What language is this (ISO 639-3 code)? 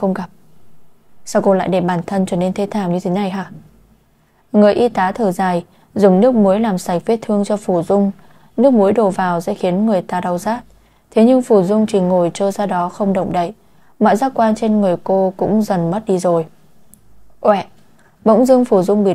vie